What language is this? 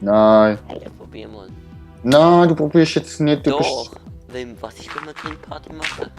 Swiss German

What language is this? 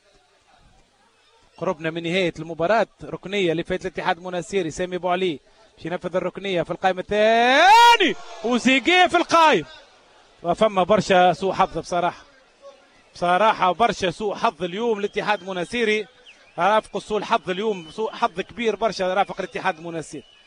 Tunisian Arabic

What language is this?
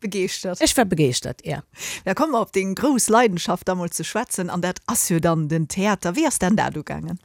Luxembourgish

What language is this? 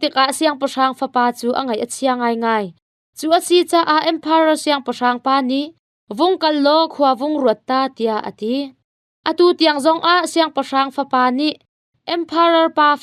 Hakha Chin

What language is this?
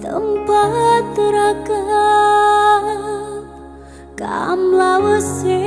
Batak Karo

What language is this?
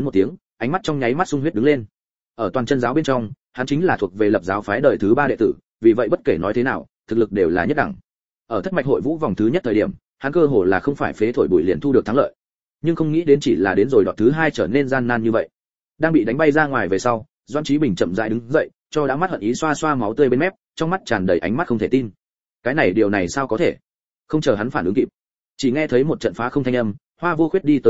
Vietnamese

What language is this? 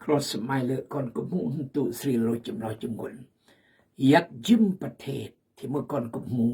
Khmu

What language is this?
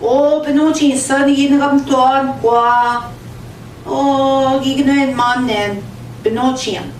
Central Ojibwa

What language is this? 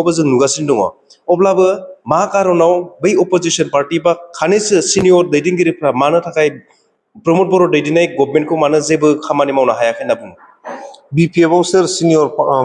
Bodo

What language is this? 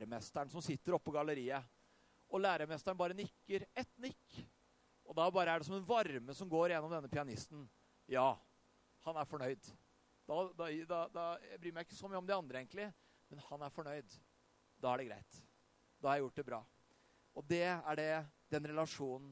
Norwegian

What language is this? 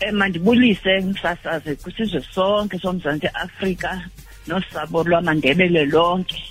Xhosa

